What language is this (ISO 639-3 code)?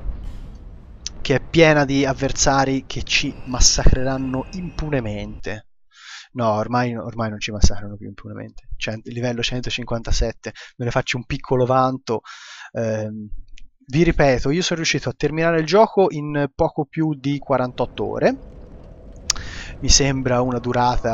ita